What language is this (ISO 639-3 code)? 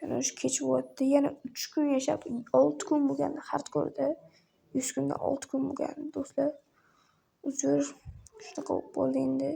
uzb